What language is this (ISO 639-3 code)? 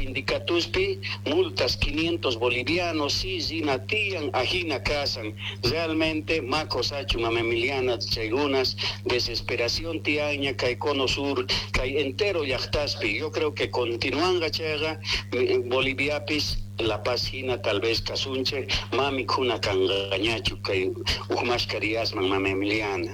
que